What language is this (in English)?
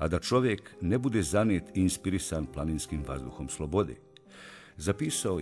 Bosnian